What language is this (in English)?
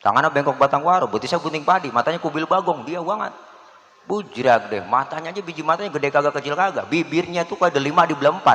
Betawi